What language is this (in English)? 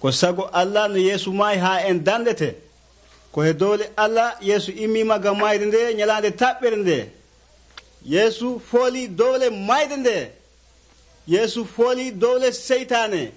Nigerian Fulfulde